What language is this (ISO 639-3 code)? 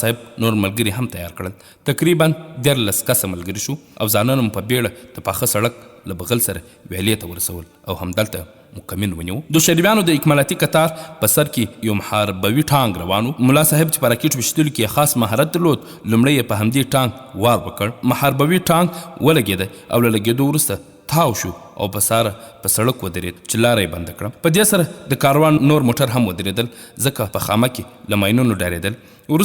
pus